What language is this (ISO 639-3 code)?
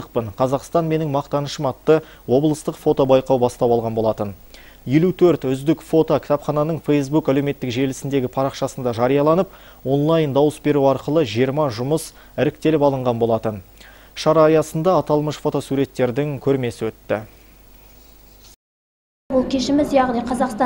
kaz